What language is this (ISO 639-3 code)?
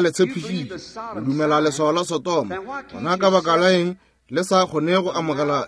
nso